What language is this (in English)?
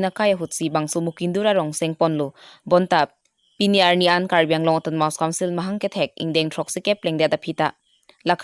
Karbi